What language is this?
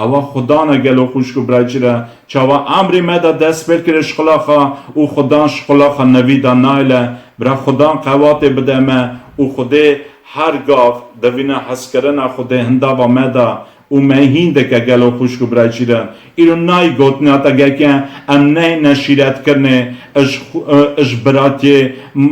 Kurdish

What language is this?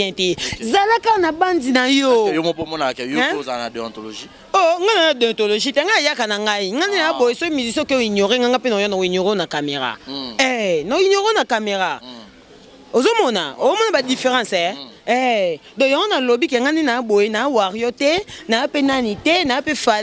Lingala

